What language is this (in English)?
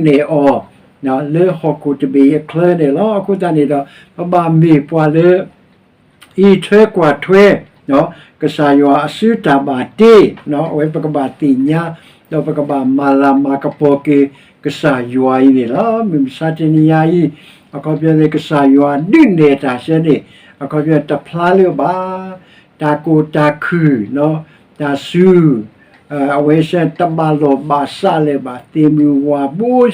S'gaw Karen